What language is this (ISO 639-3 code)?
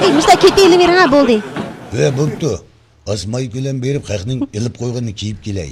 uig